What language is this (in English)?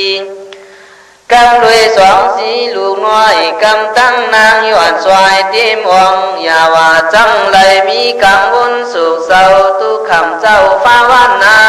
Khün